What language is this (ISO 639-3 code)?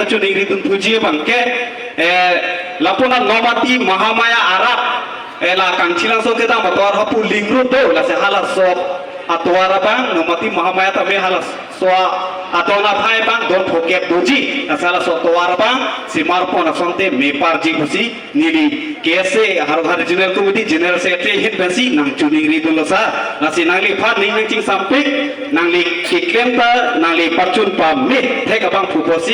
mjw